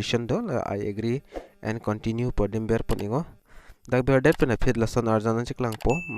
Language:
Karbi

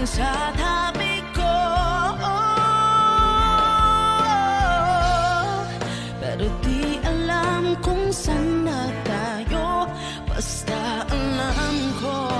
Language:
Filipino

